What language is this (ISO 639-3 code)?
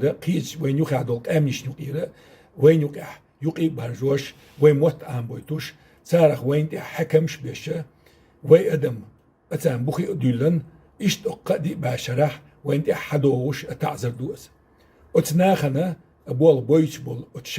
che